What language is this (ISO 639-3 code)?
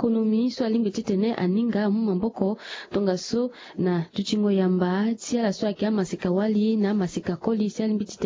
sag